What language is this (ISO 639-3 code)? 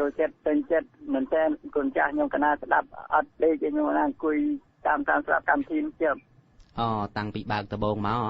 khm